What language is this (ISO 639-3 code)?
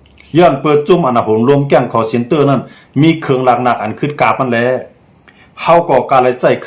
shn